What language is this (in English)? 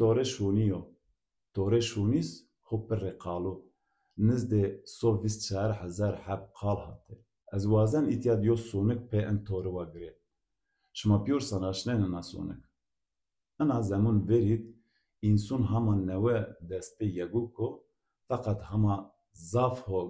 Zaza